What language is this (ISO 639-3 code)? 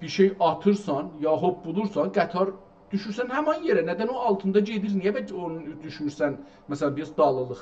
azb